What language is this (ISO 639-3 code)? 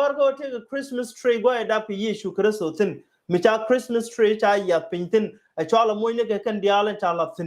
nus